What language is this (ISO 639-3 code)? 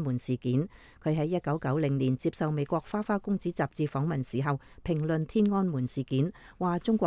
yue